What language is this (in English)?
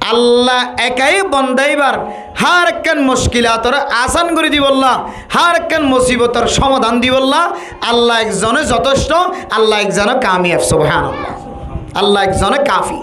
Rohingya